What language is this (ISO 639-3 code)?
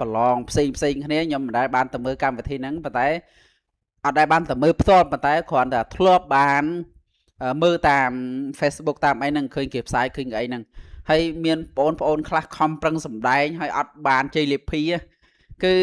khm